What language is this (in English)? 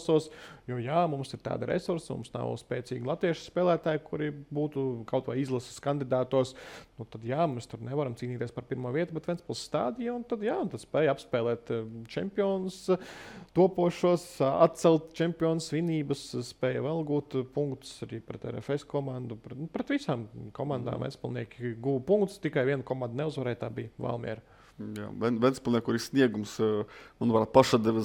Latvian